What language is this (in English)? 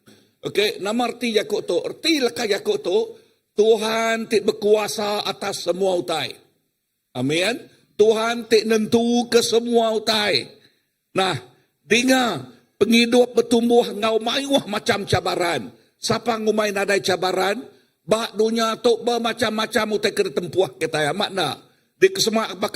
Iban